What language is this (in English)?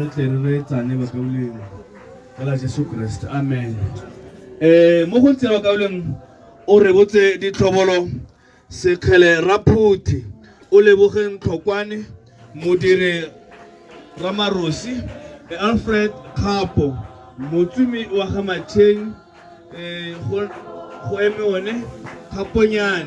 Tswana